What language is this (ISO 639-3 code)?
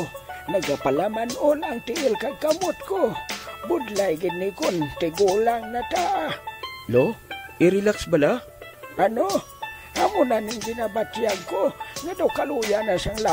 hil